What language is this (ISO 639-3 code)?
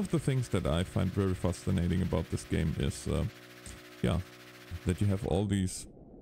eng